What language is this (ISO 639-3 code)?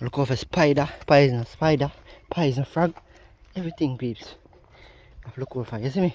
jam